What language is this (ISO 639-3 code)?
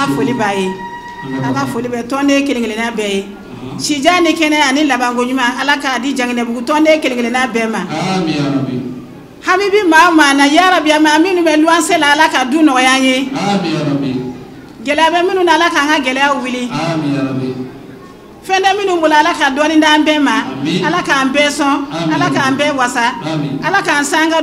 bam